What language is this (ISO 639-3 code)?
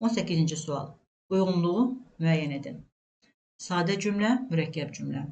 aze